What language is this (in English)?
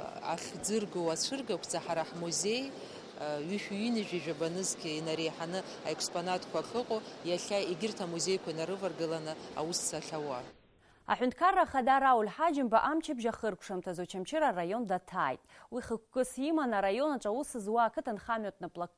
Abkhazian